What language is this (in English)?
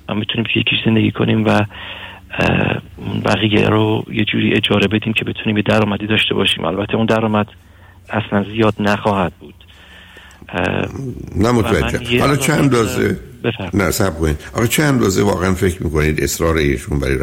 Persian